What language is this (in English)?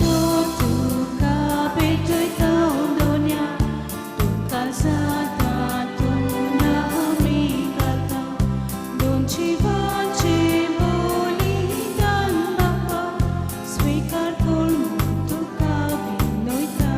Konkani